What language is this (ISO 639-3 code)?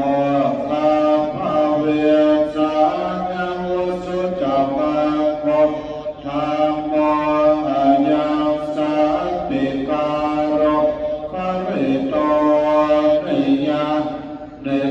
pli